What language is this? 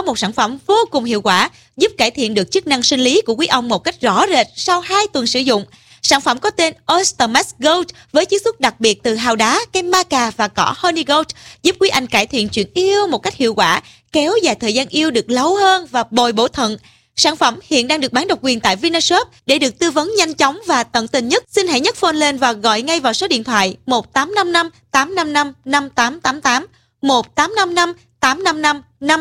Vietnamese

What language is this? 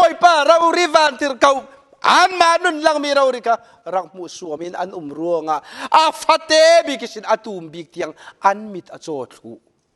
Falam Chin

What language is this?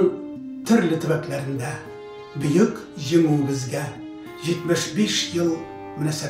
Tatar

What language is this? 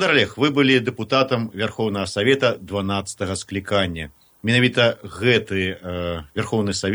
Belarusian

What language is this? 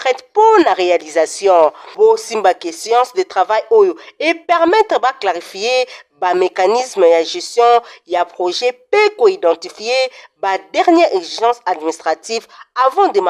Lingala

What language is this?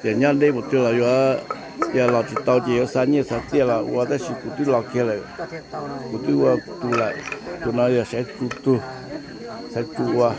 Hmong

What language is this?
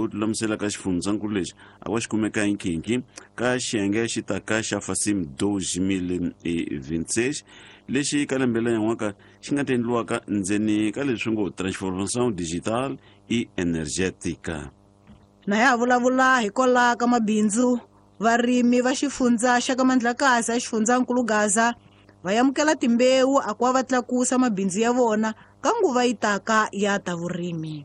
Tsonga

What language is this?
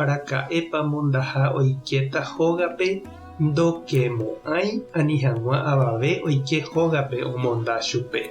Guarani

